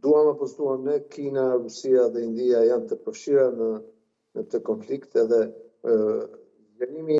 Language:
Albanian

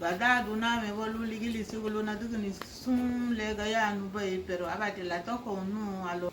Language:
Garifuna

